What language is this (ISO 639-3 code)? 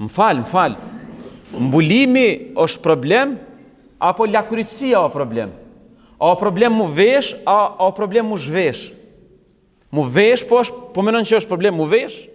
sqi